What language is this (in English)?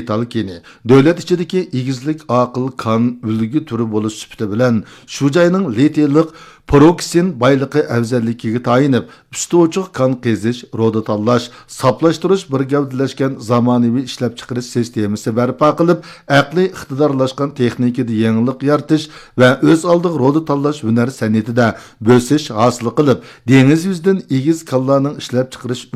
Uyghur